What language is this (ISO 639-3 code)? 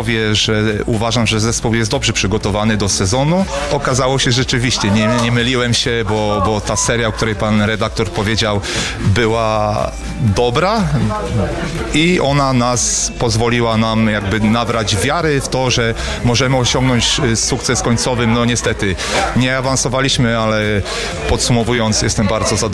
pol